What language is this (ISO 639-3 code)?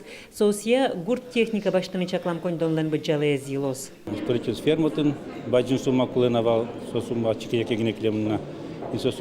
udm